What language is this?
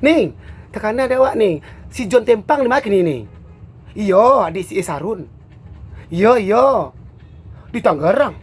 Minangkabau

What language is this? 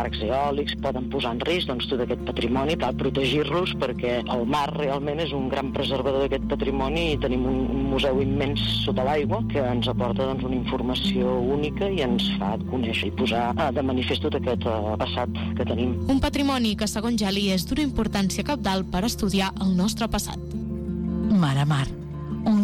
Catalan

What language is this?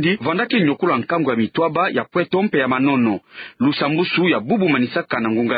Kituba (Democratic Republic of Congo)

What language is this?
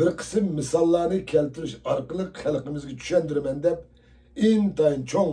Uyghur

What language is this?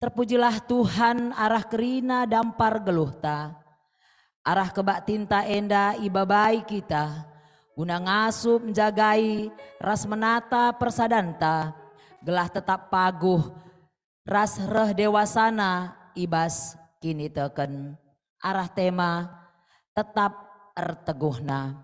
Batak Karo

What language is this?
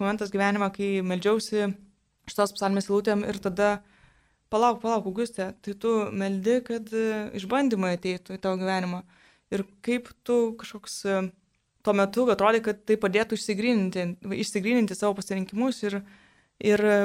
Lithuanian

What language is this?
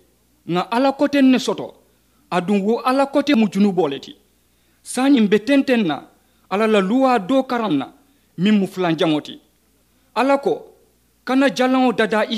Mandingo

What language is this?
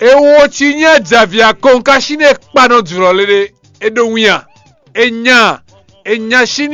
Fon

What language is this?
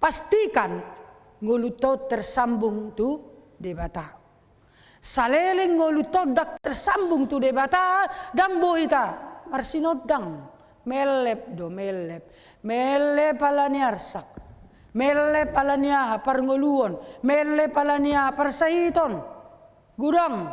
Batak Toba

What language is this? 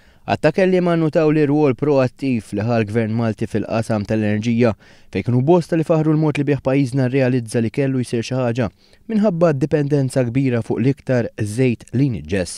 Maltese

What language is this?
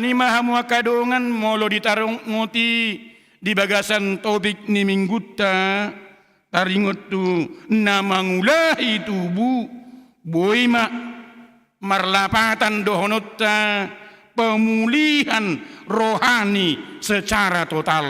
Batak Toba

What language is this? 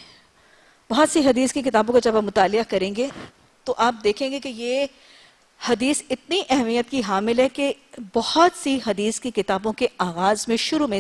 Urdu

